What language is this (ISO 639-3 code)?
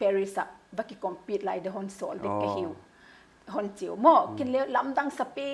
pck